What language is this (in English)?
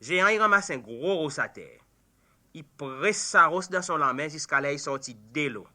Seselwa Creole French